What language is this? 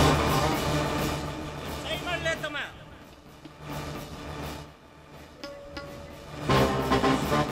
Kannada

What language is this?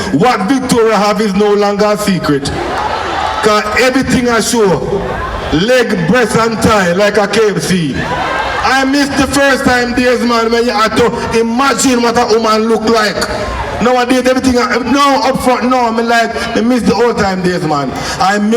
Jamaican Creole English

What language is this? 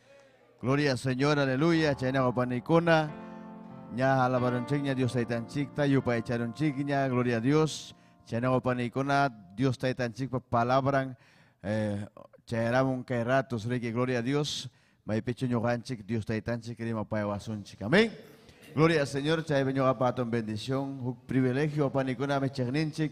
Ayacucho Quechua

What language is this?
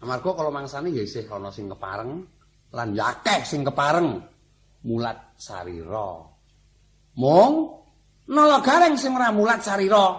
Javanese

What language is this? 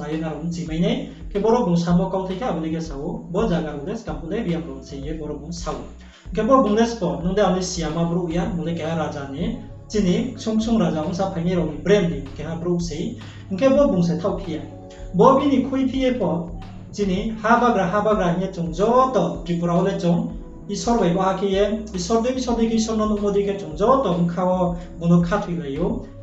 Riang (India)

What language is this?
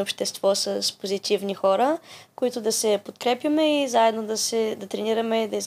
Bulgarian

